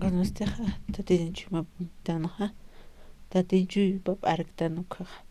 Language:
Aymara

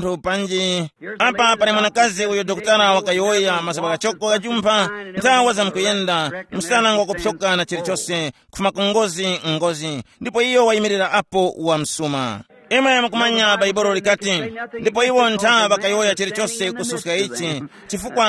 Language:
Tumbuka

